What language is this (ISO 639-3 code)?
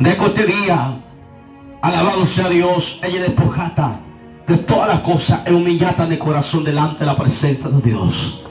grn